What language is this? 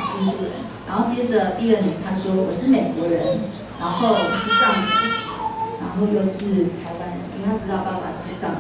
Chinese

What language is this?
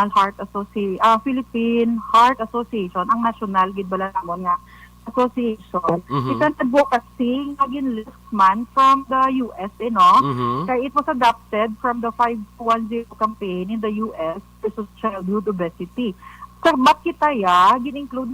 Hiligaynon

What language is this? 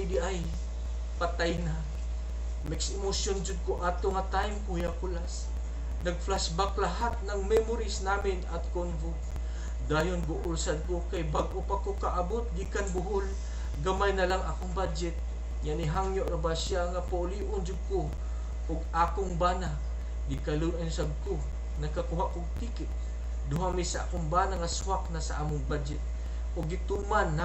Cebuano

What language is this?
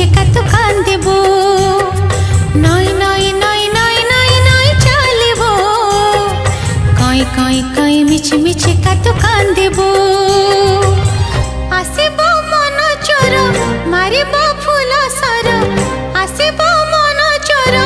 Odia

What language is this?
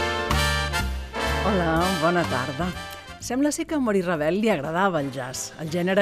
Catalan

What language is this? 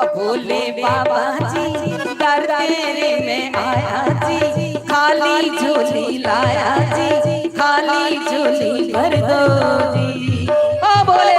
Dogri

